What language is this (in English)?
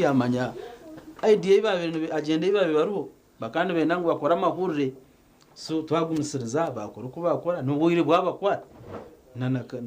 Nyankole